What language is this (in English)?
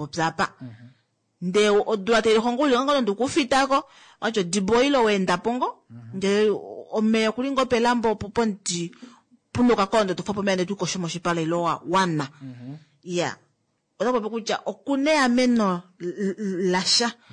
Kuanyama